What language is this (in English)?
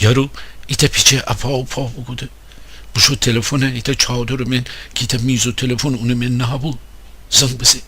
Gilaki